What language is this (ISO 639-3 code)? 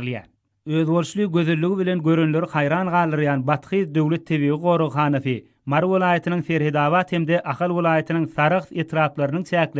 tuk